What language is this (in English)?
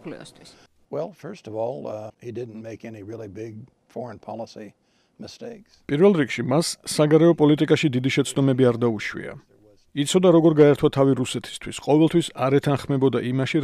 Georgian